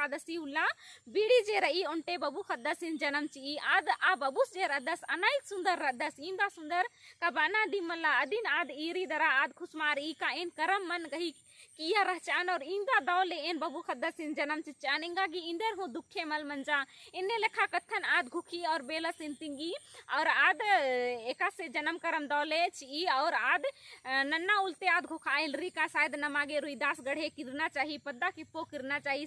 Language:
Kurukh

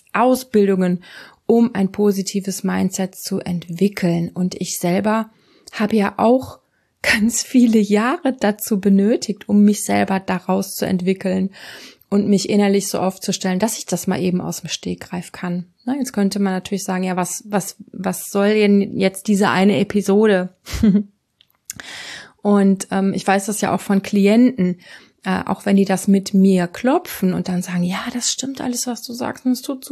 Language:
German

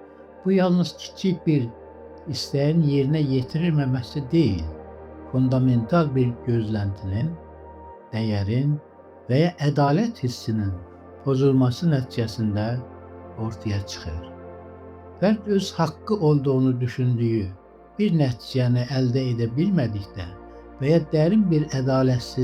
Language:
Azerbaijani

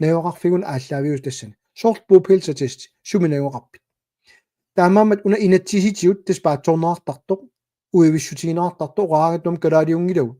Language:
Kalaallisut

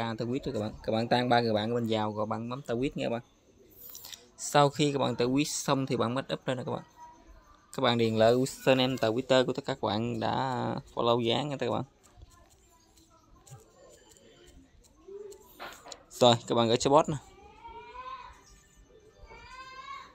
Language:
Vietnamese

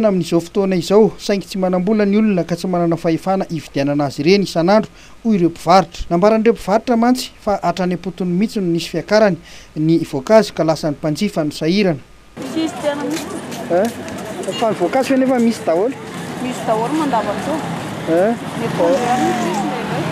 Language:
Malagasy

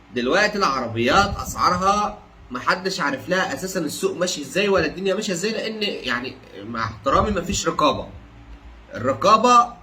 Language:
Egyptian Arabic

